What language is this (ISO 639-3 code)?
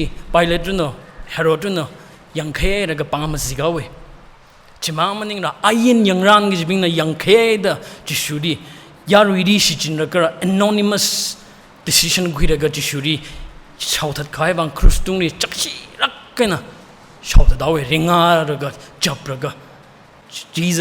nmf